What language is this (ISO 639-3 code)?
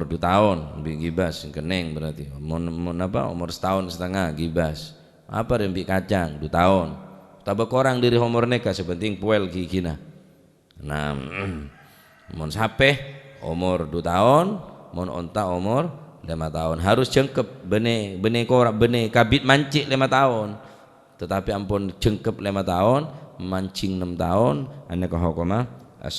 mad